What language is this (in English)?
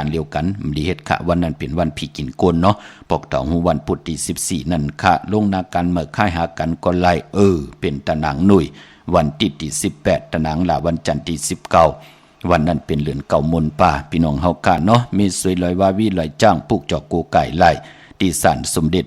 Shan